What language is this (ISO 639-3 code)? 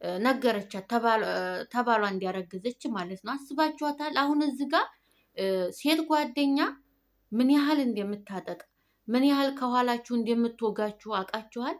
amh